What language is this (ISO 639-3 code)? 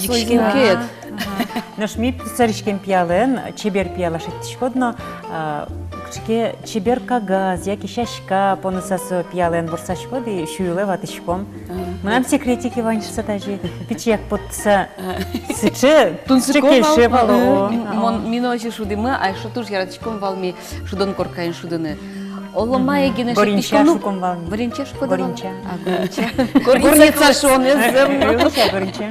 udm